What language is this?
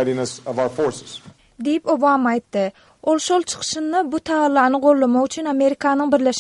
Turkmen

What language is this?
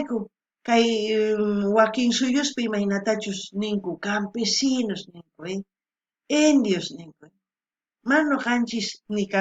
South Bolivian Quechua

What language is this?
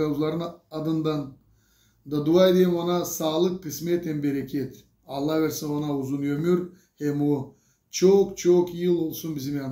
Gagauz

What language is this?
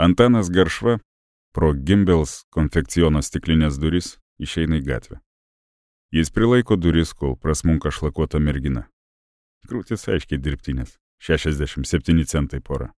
Lithuanian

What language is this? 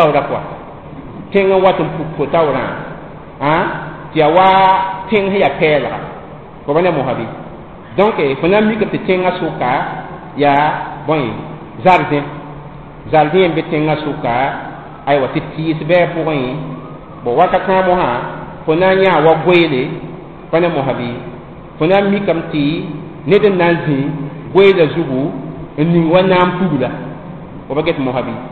Mossi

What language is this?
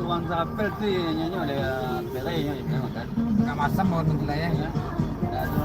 Minangkabau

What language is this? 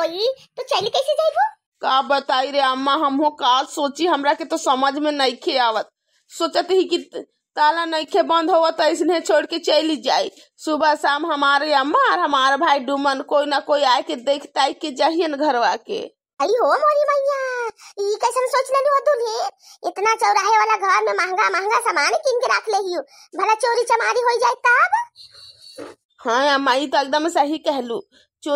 Bhojpuri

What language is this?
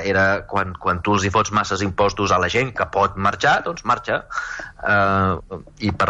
Catalan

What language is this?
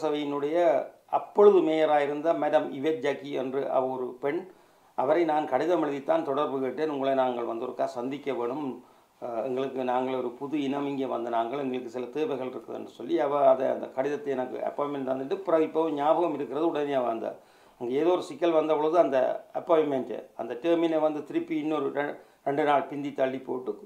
Tamil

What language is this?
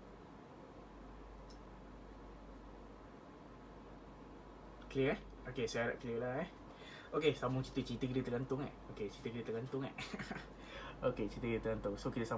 Malay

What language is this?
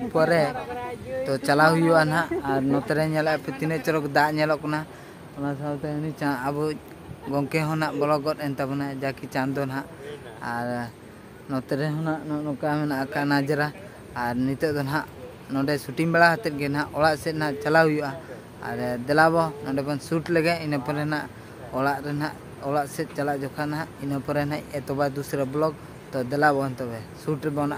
Santali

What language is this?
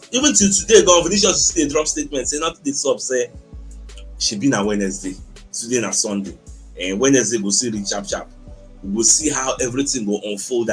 Nigerian Pidgin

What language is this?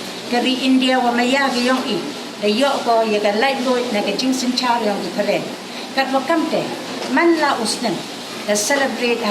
Pnar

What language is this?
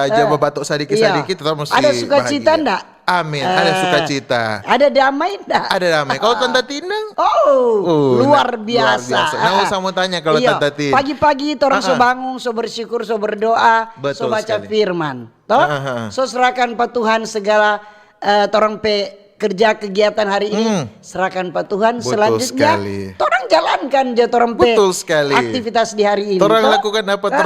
Manado Malay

